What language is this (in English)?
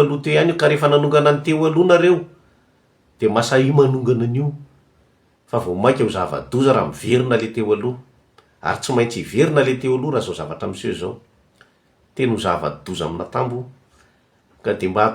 Malagasy